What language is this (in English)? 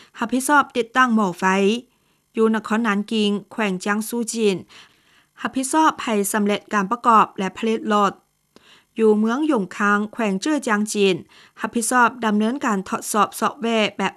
Lao